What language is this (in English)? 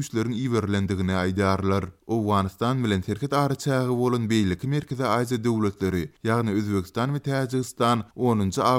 Turkmen